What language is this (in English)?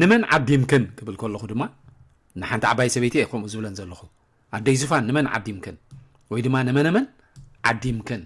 Tigrinya